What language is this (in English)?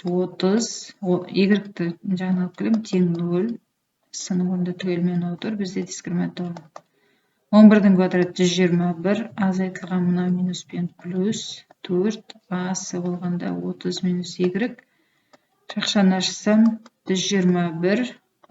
Kazakh